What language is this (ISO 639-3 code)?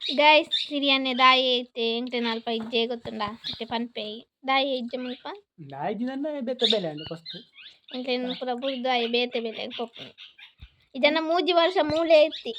tcy